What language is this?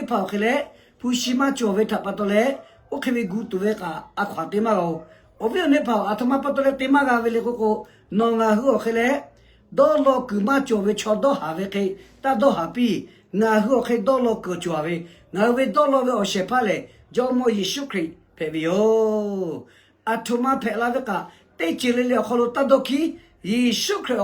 Lahu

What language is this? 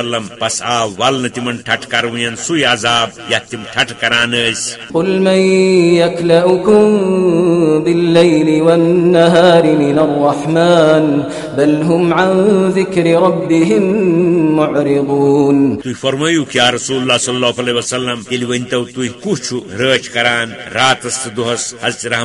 Kashmiri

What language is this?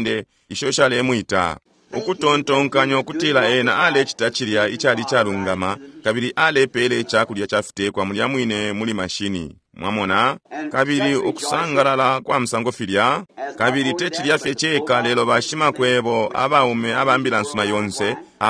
Bemba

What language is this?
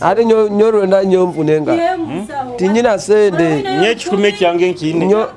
Nyoro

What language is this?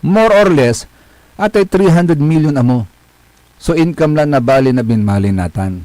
Pangasinan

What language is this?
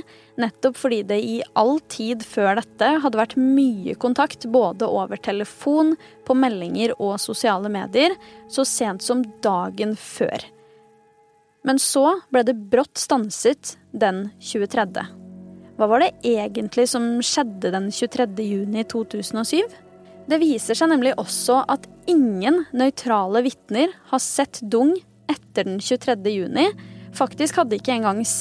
Norwegian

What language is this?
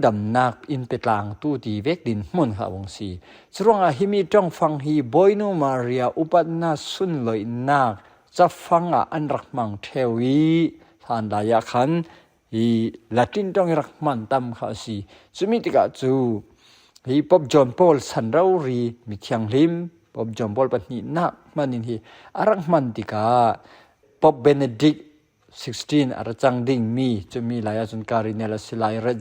Falam Chin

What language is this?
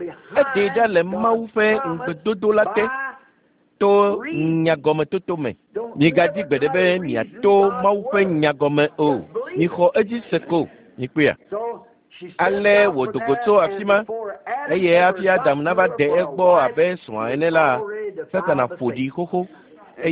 Ewe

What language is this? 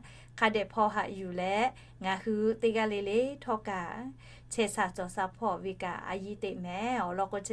Lahu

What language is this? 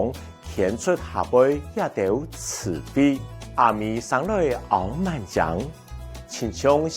Hakka Chinese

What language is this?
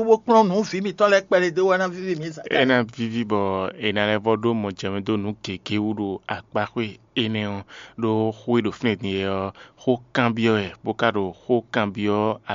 Fon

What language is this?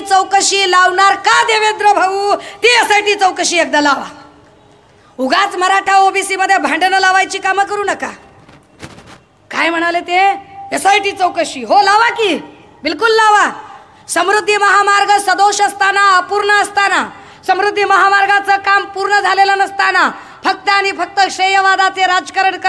Marathi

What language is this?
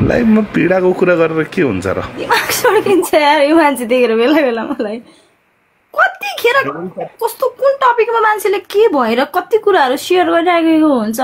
Nepali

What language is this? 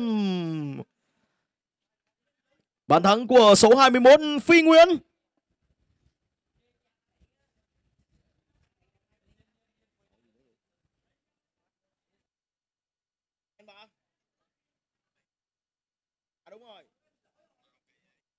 Vietnamese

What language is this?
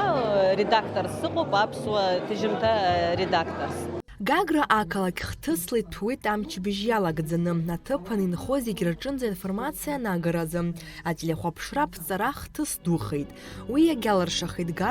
Abkhazian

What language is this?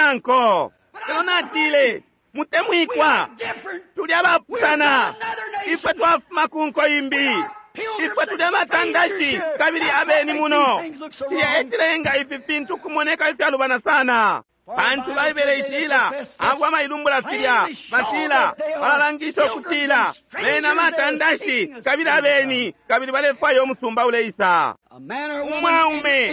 Bemba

